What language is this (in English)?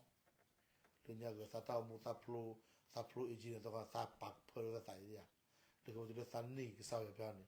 S'gaw Karen